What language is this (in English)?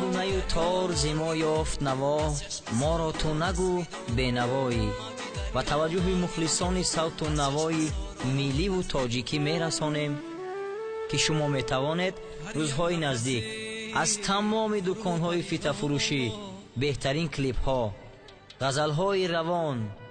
Tajik